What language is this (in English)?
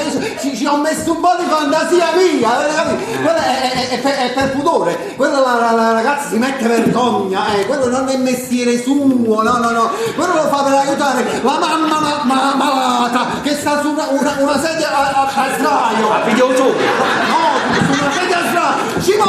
Neapolitan